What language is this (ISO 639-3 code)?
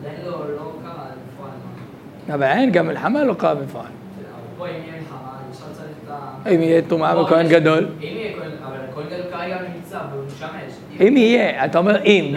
heb